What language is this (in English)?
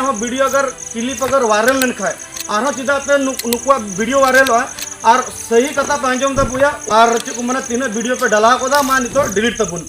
Santali